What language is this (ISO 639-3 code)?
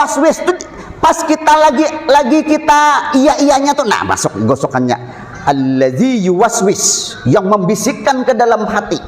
bjn